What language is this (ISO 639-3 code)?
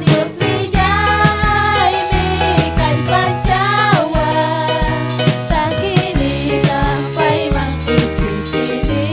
quy